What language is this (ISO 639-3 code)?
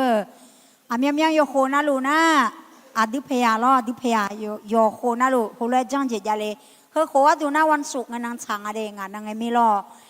ahk